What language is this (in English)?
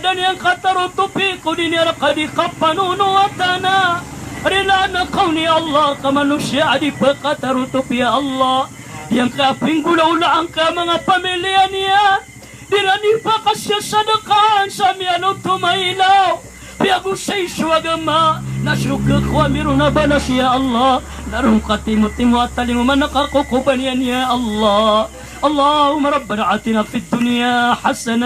Maranao